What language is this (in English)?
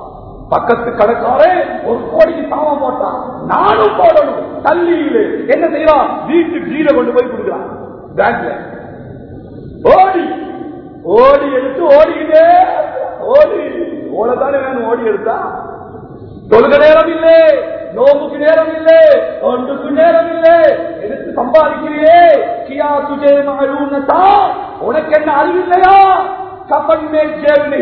Tamil